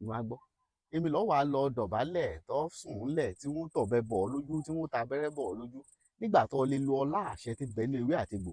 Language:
Yoruba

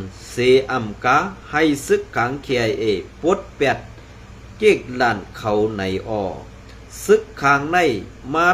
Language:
Shan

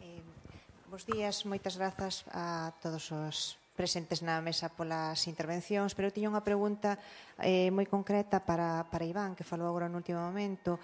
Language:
Galician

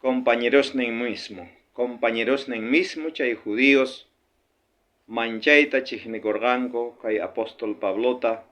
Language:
South Bolivian Quechua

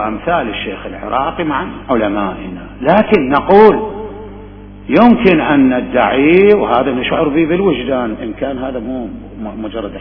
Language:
Mesopotamian Arabic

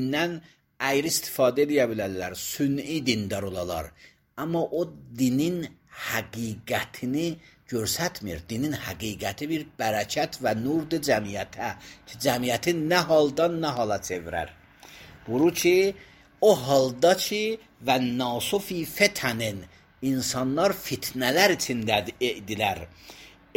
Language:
Azerbaijani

